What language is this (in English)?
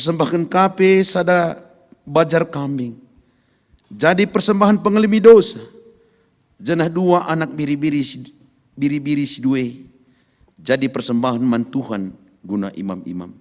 Batak Karo